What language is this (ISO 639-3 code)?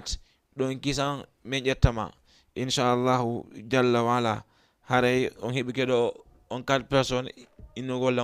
ful